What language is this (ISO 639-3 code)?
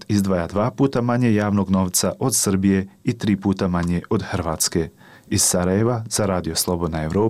bos